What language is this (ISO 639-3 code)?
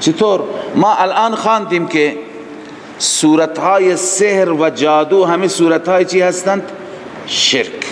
fas